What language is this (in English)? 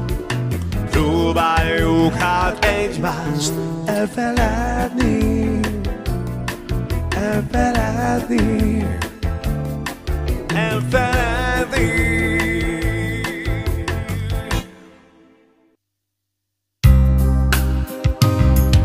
Hungarian